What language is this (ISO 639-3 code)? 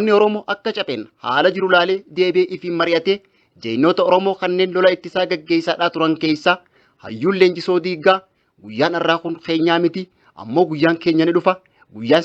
orm